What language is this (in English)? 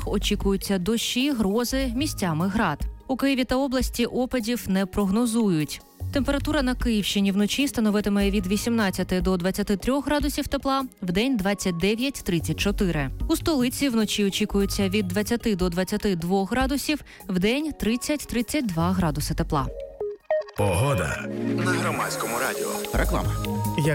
Ukrainian